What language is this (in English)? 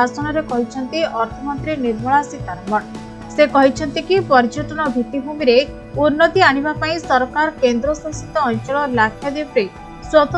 Odia